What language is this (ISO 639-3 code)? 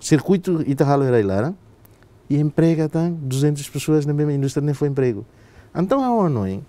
tet